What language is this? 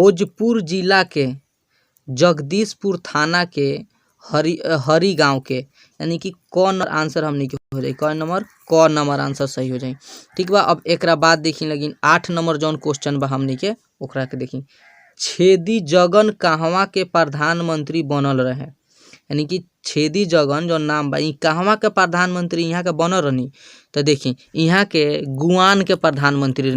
Bhojpuri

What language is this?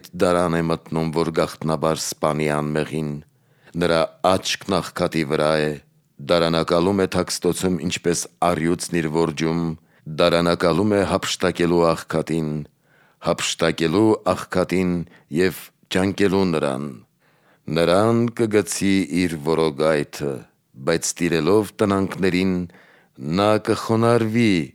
Armenian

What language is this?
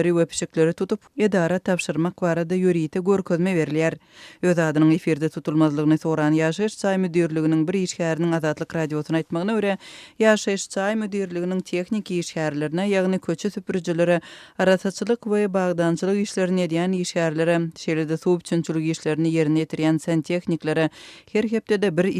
Turkmen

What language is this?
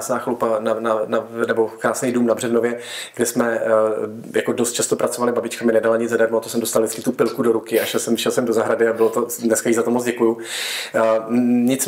Czech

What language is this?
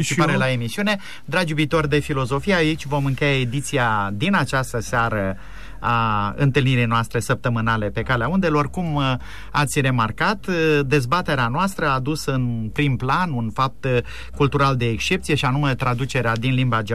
Romanian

